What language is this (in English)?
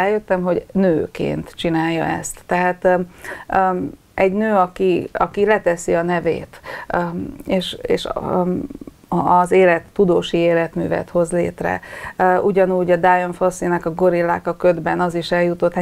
Hungarian